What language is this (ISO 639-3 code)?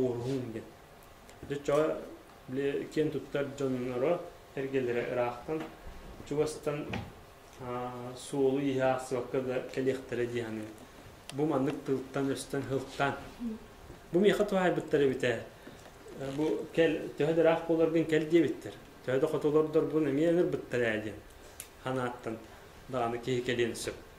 sah